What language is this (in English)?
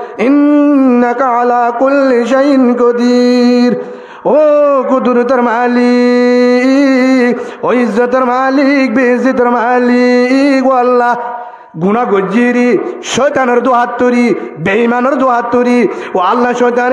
Rohingya